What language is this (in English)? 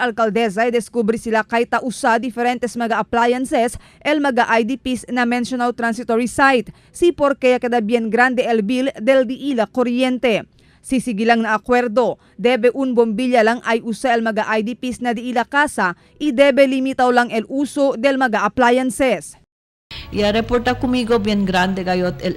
Chavacano